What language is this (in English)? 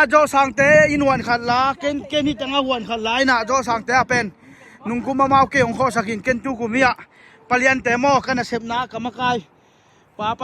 Tedim Chin